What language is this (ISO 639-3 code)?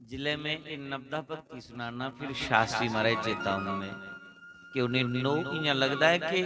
doi